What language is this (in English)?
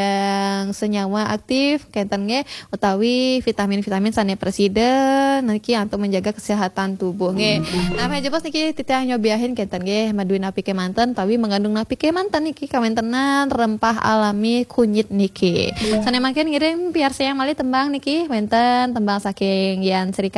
Balinese